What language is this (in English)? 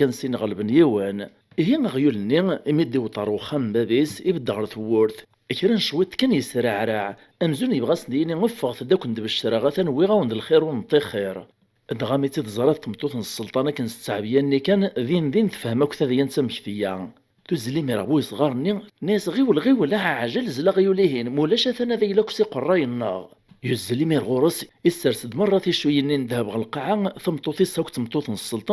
Kabyle